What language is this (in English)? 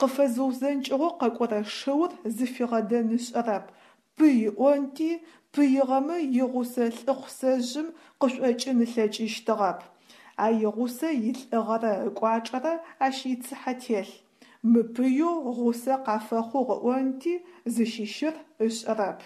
Adyghe